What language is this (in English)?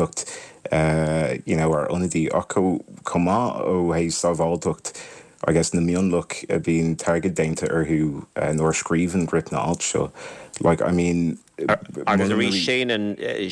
Irish